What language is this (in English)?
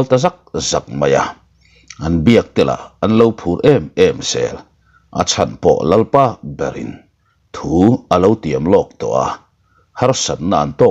Mizo